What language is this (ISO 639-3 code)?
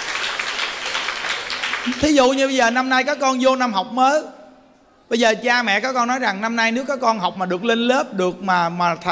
vie